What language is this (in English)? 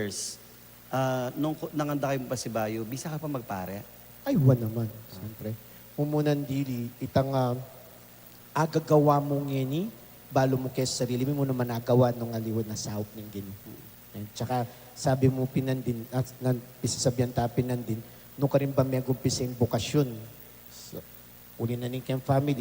Pampanga